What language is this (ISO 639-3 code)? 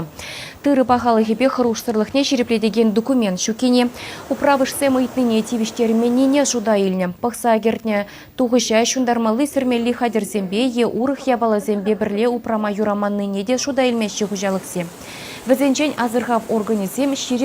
chv